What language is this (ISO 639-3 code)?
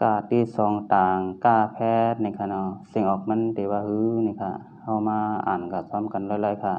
shn